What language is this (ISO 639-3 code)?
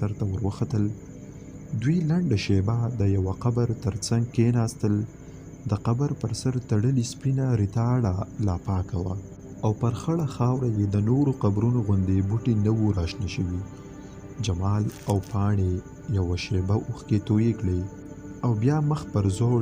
pus